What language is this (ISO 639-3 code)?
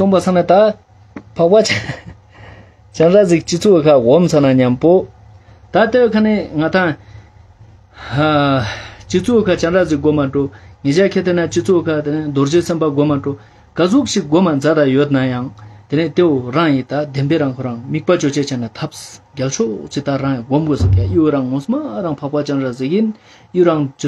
lbj